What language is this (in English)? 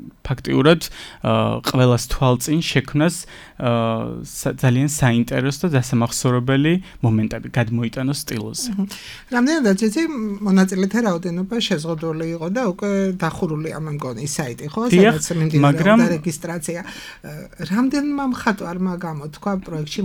Georgian